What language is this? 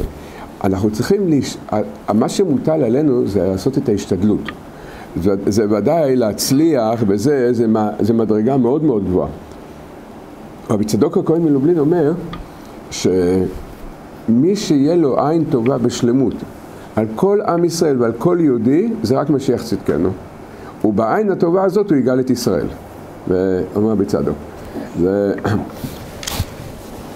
Hebrew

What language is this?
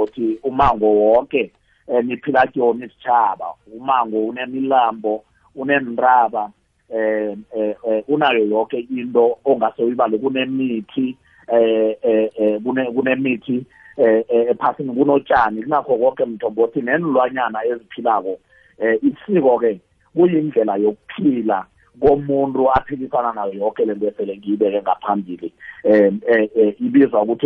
South Ndebele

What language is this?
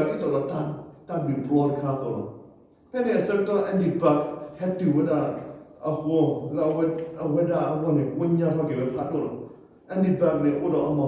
S'gaw Karen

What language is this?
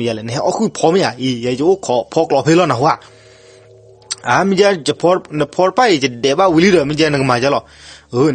S'gaw Karen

